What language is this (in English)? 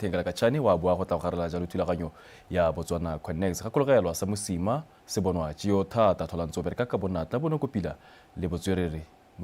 Tswana